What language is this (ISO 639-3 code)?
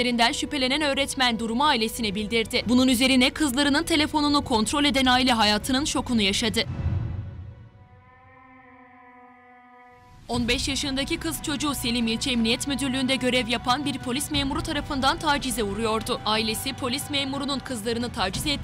tur